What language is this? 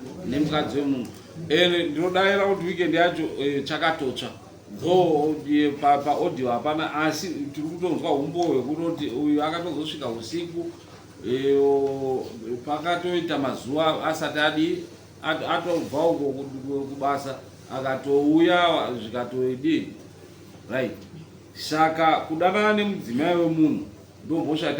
Shona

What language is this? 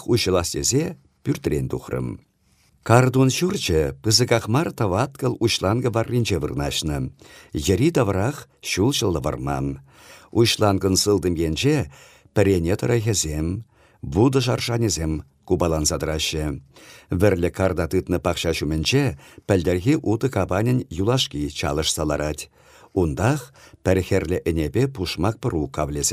Chuvash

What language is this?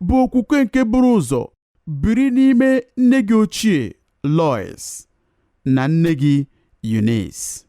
Igbo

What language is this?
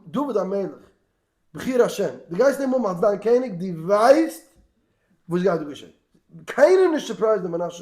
Yiddish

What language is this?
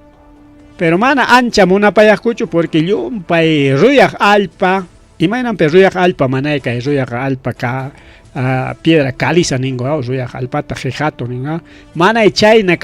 Ayacucho Quechua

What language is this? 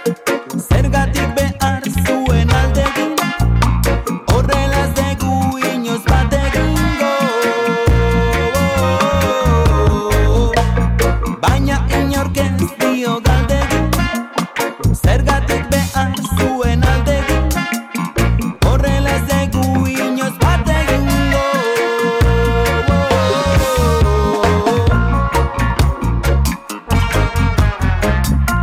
Basque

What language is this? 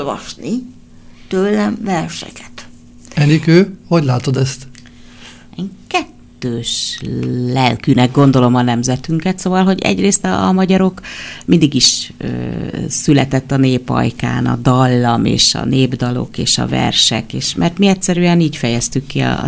Hungarian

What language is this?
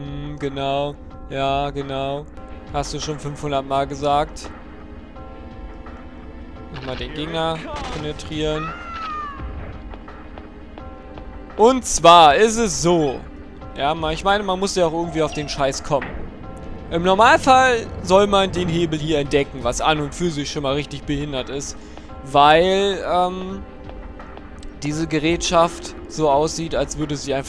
German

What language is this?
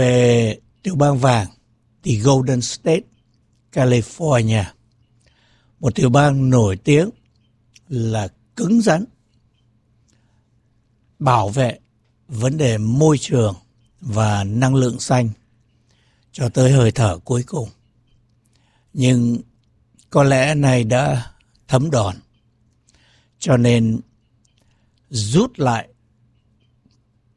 Vietnamese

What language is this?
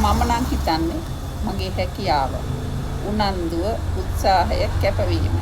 Sinhala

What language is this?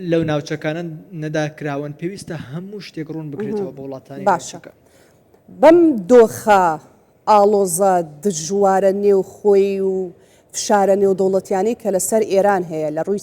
Central Kurdish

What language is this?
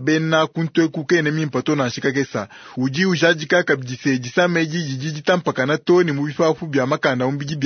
Luba-Lulua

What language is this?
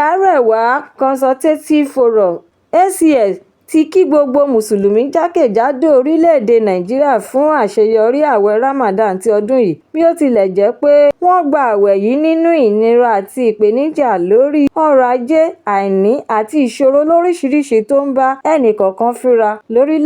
Yoruba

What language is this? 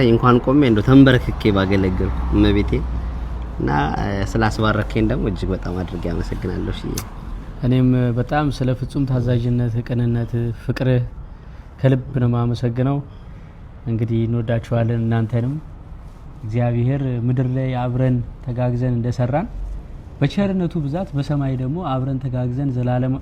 Amharic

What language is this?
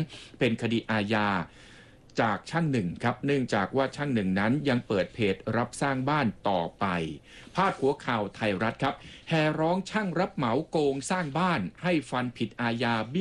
Thai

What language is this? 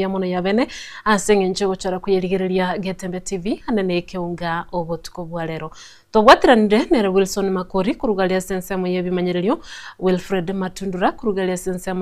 Gusii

